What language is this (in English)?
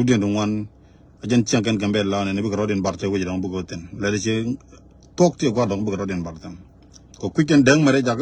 Nuer